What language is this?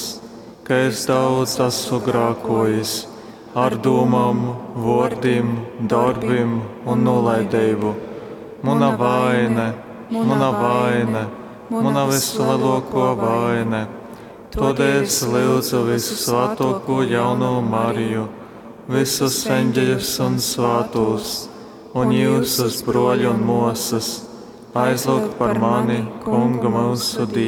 Latgalian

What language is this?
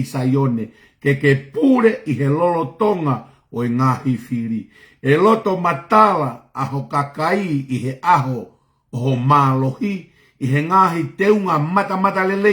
Tongan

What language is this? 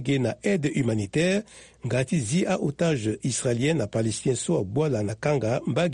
Sango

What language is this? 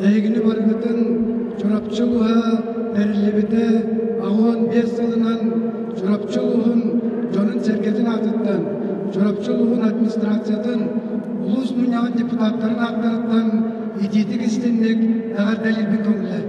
Yakut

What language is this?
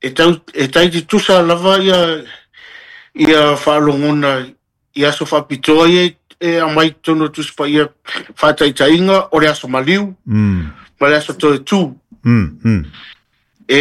Samoan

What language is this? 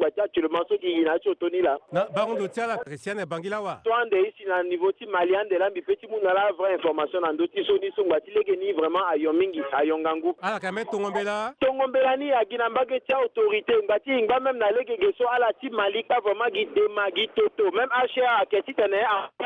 Sango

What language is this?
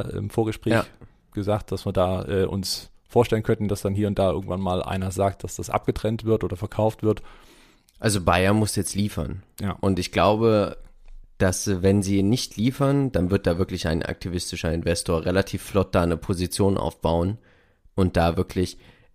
German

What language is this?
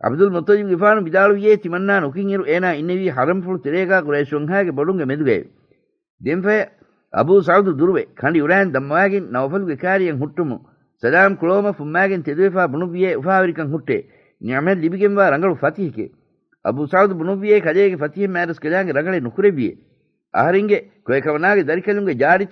Divehi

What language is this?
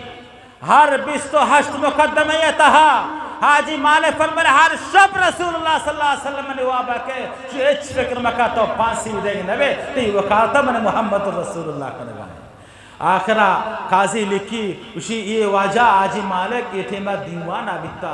Eastern Balochi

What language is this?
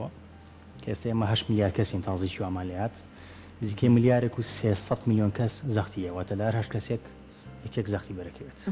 Central Kurdish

